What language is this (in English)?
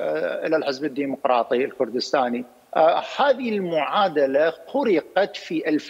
Mesopotamian Arabic